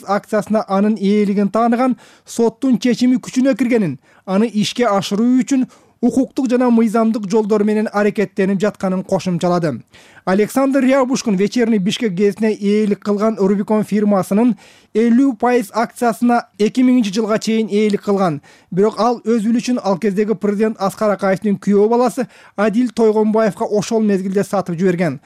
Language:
Kyrgyz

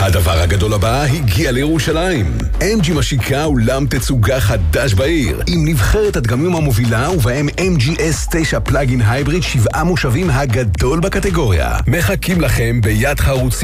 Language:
Hebrew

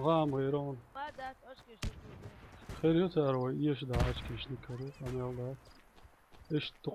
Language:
Chechen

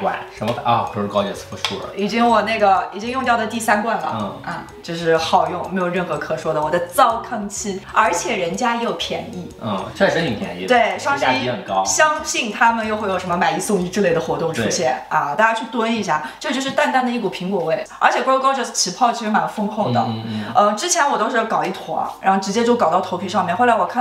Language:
Chinese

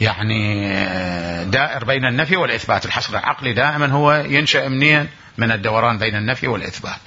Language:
Mesopotamian Arabic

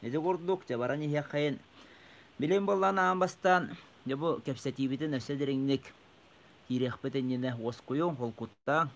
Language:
Yakut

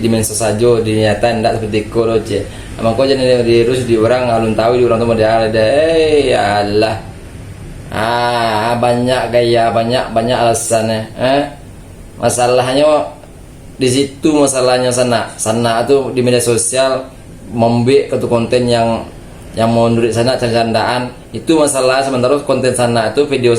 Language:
Minangkabau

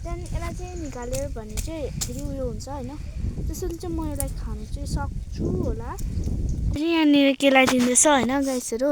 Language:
Nepali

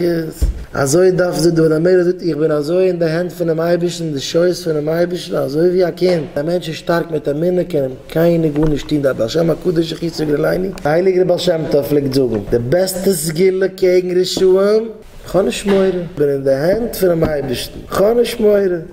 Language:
Yiddish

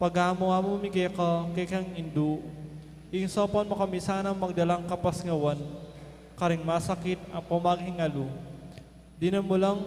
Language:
Pampanga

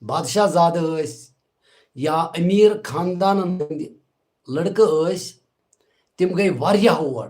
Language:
Kashmiri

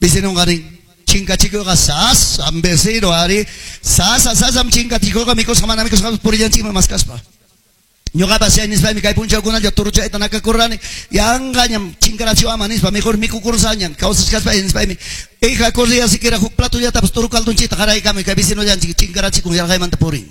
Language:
Ayacucho Quechua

